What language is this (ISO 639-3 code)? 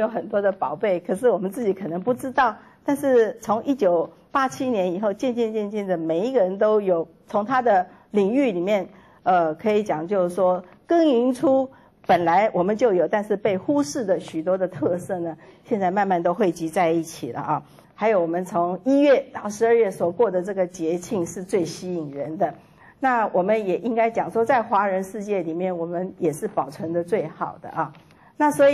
zho